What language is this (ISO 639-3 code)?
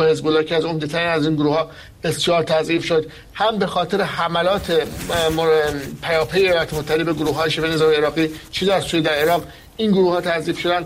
fas